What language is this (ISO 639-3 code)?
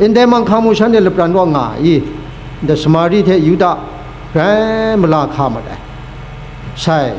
kac